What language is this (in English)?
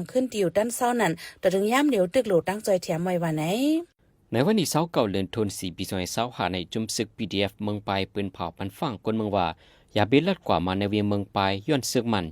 Shan